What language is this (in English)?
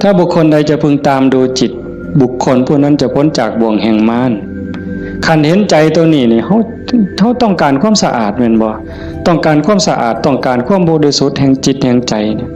Northeastern Thai